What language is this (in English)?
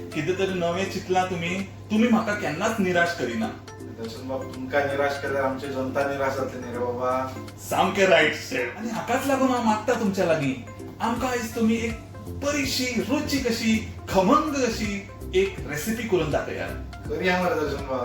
Konkani